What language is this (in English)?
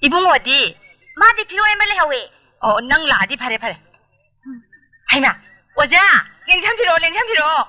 Manipuri